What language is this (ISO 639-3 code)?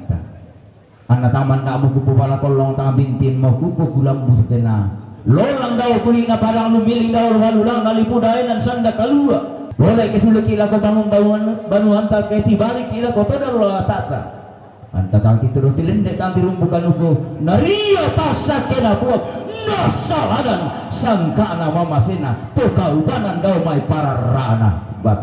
sda